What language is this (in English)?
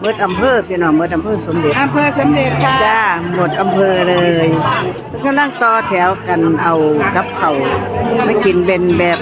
Northeastern Thai